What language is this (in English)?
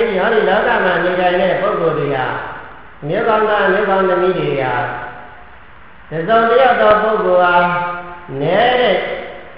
Burmese